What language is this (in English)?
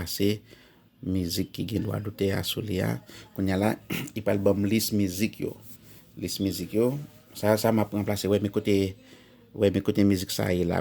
Haitian Creole